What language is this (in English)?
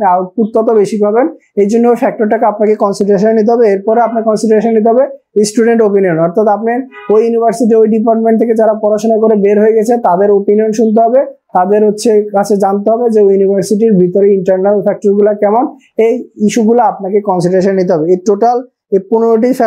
Bangla